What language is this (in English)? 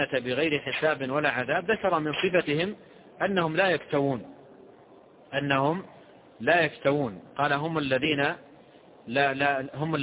Arabic